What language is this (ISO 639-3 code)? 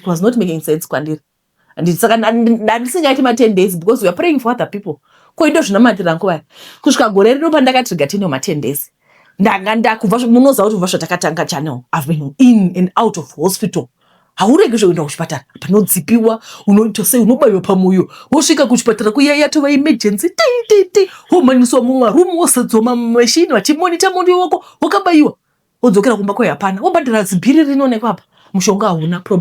sna